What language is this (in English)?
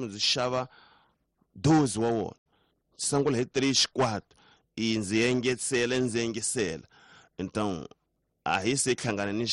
Tsonga